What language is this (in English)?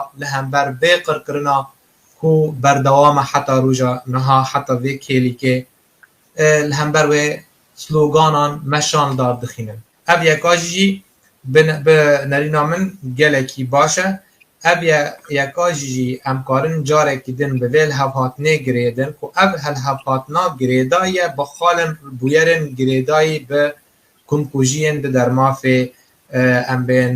Kurdish